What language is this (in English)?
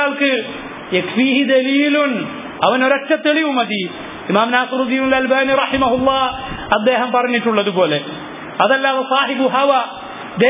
Malayalam